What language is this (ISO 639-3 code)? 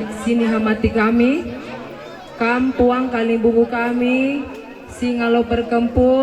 btx